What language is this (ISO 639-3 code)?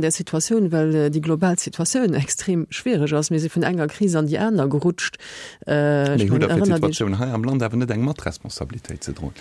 ltz